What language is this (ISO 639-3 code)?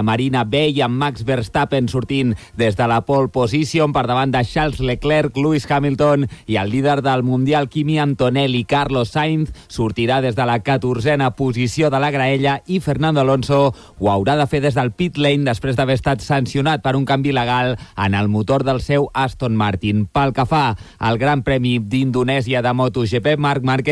cat